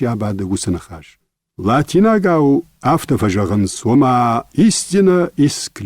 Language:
Ossetic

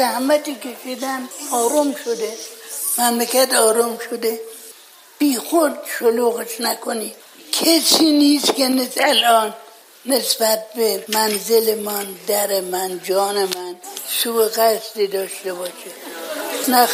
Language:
Persian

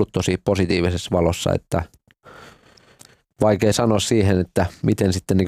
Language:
Finnish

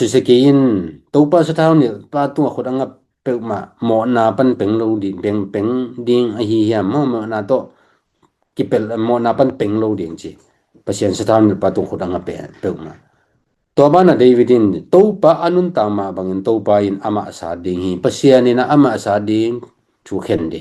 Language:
Tedim Chin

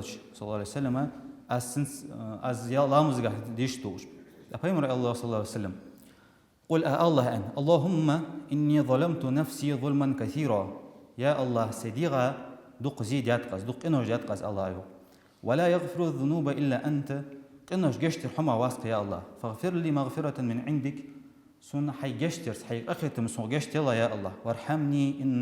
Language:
Ingush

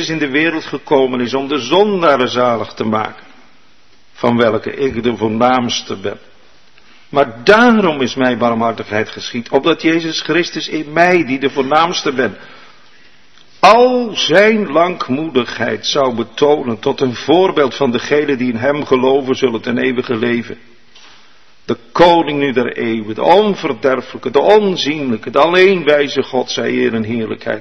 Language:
Dutch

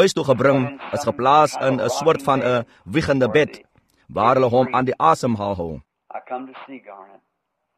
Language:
Afrikaans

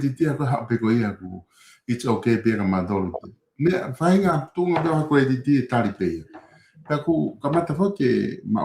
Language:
Tongan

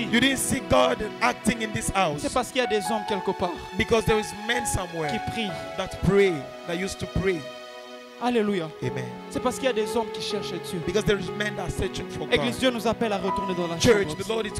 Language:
French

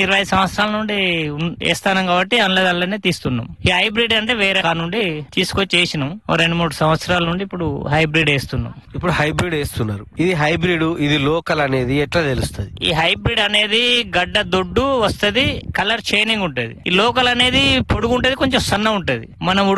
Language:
Telugu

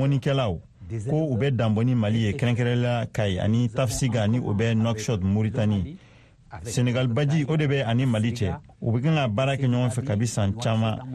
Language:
Bambara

